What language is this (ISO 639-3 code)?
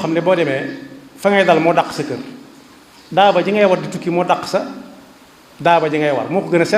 wol